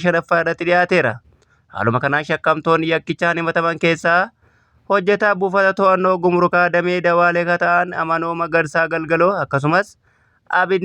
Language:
Oromo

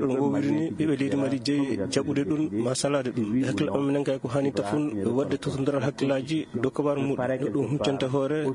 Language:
Fula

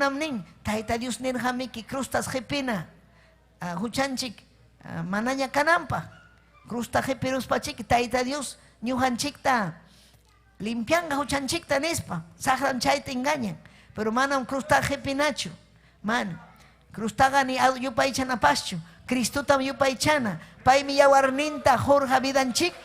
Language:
Ayacucho Quechua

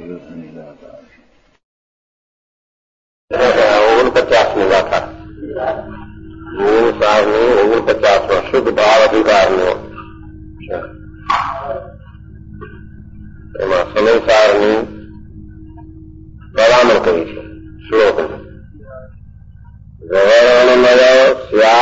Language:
Gujarati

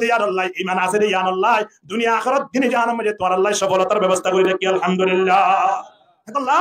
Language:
Rohingya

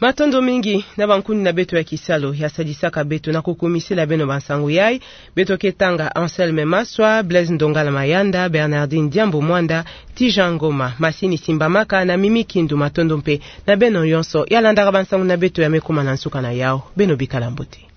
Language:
Kituba (Democratic Republic of Congo)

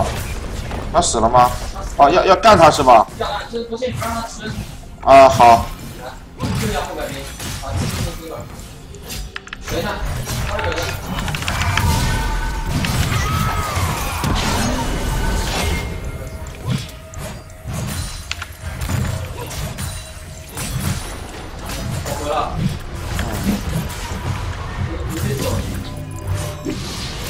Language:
Chinese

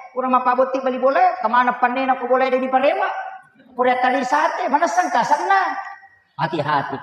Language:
Buginese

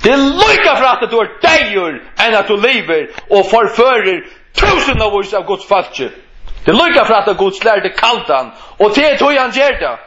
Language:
Faroese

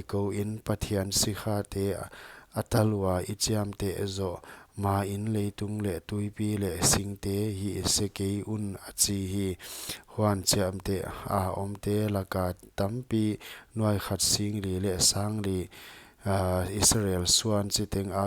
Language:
Paite Chin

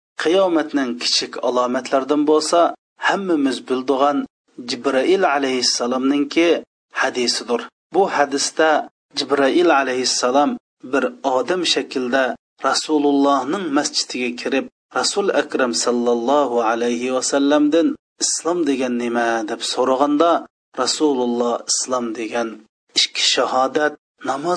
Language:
Uyghur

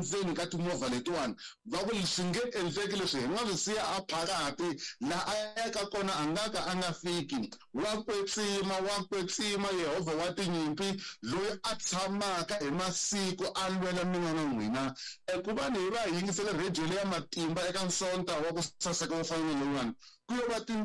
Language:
Tsonga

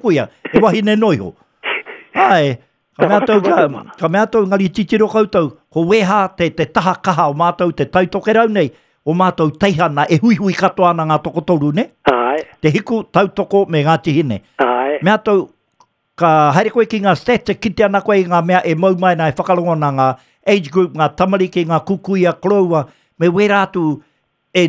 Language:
Māori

